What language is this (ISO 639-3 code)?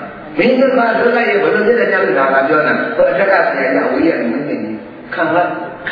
mya